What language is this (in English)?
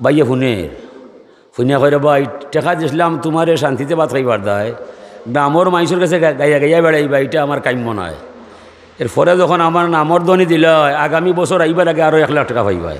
Sylheti